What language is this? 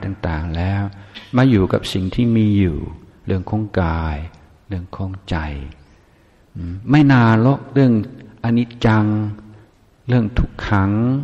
Thai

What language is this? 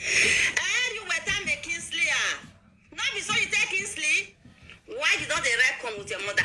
Nigerian Pidgin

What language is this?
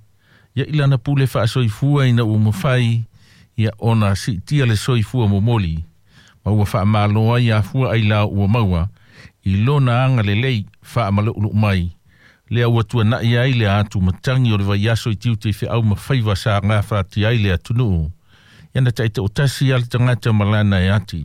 Samoan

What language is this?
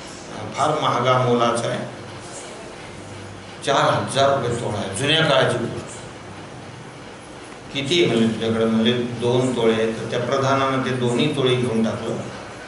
Marathi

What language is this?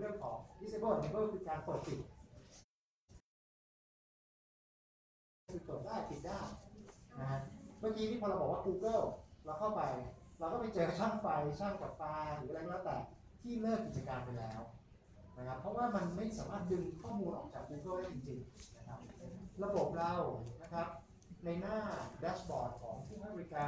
Thai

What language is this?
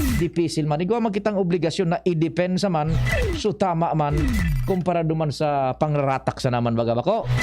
Bikol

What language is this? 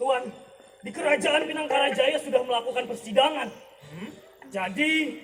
Banjar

